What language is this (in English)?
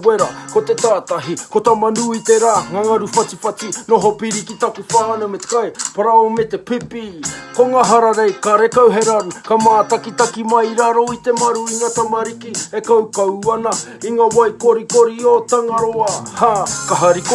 Māori